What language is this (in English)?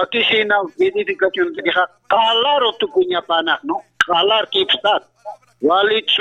Aymara